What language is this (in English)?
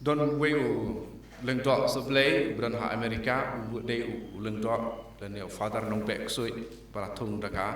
Khasi